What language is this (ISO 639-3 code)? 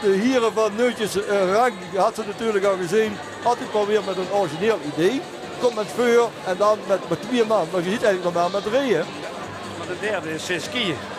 lim